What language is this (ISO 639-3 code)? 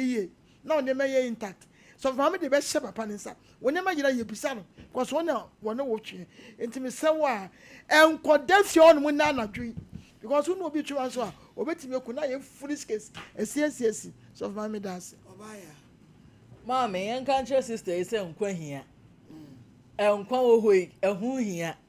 aka